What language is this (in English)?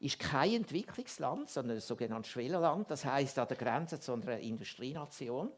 Swiss German